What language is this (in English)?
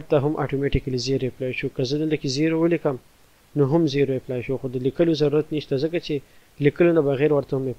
Pashto